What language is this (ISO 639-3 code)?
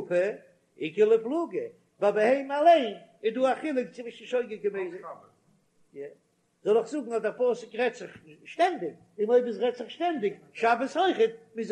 yid